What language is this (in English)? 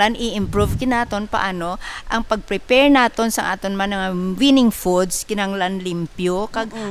Hiligaynon